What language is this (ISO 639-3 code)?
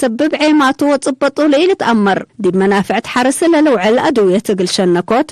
tig